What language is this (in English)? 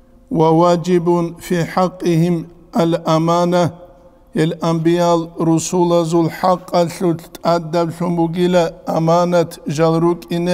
Avaric